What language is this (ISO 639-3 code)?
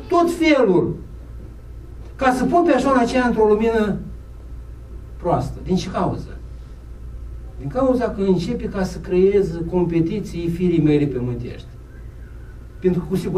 ron